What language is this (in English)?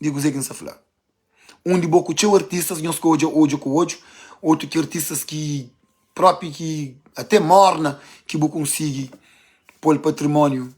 Kabuverdianu